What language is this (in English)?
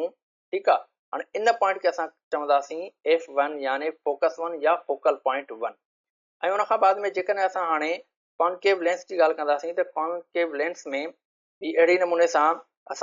Sindhi